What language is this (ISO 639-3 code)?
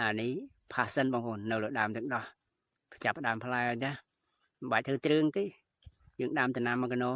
khm